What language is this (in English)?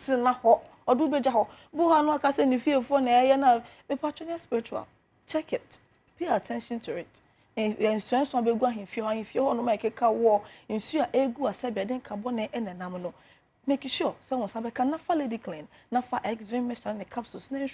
Akan